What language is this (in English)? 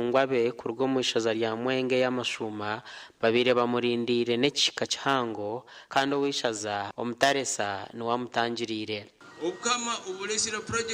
Nyankole